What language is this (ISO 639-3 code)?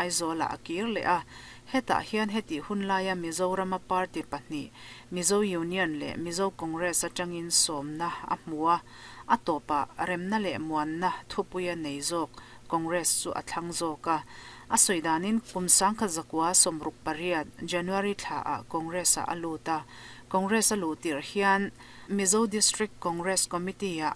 lus